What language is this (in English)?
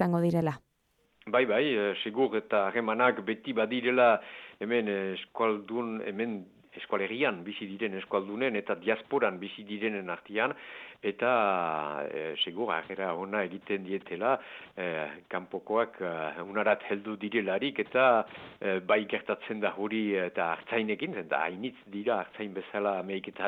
Basque